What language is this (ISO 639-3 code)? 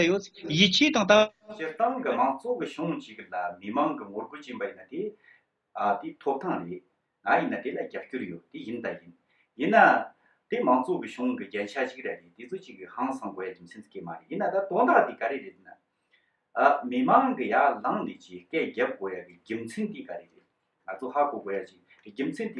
bod